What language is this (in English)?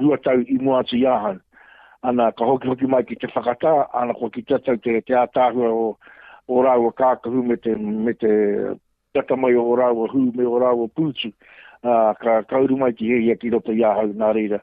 Māori